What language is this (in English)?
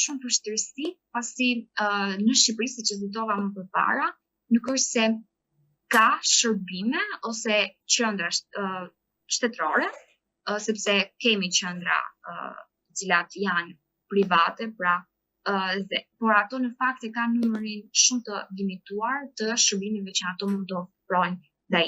Albanian